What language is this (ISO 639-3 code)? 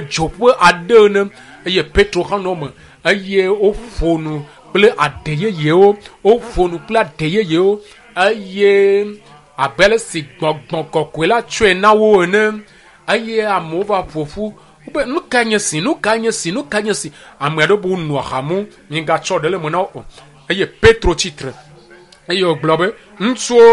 ewe